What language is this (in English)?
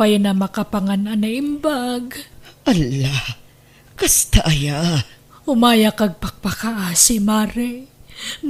Iloko